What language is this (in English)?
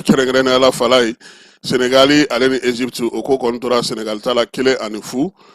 Bambara